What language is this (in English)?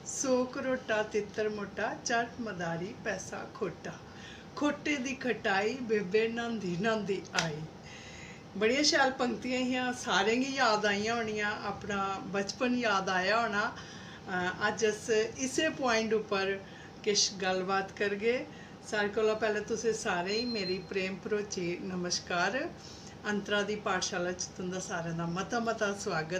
Dogri